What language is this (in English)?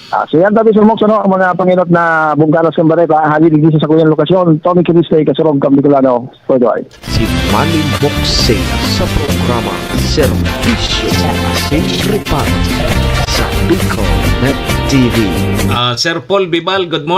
Bikol